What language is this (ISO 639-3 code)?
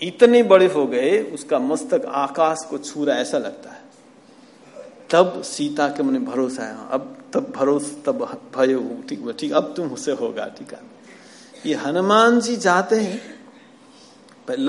hin